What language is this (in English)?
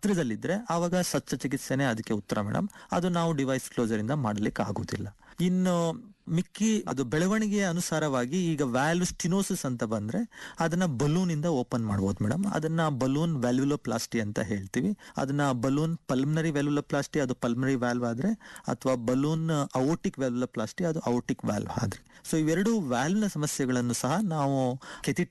Kannada